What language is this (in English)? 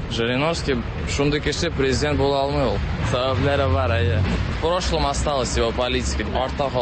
Tatar